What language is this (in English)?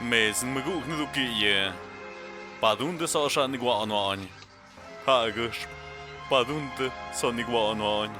Tlahuitoltepec Mixe